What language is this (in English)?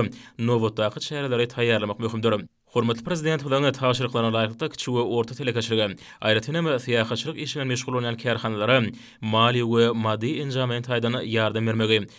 Turkmen